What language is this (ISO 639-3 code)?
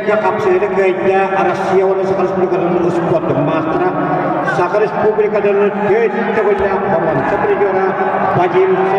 sah